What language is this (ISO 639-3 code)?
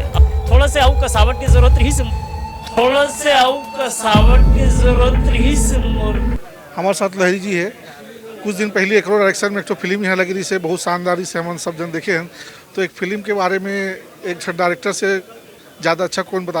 hne